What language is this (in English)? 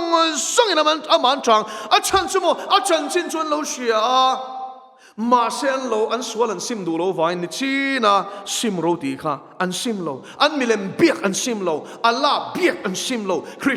Mizo